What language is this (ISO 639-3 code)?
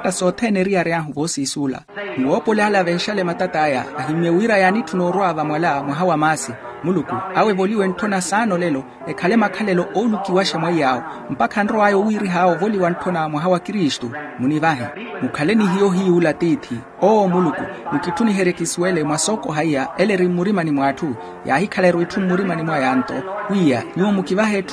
vmw